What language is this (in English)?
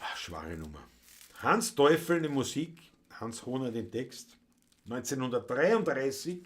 Bavarian